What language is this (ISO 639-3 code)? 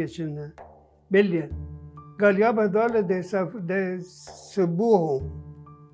acm